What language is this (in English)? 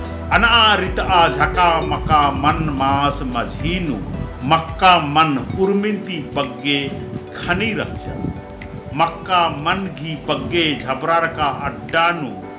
Kurukh